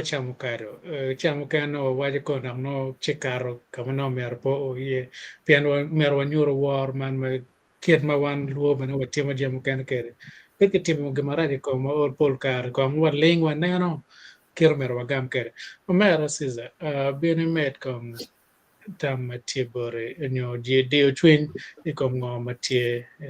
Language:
Acoli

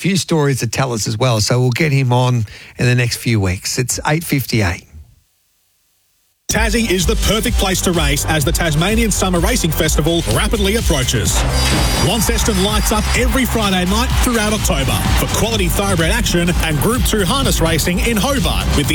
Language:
English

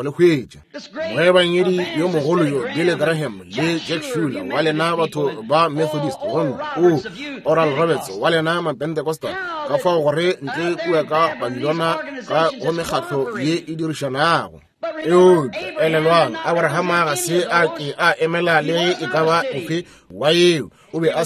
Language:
Northern Sotho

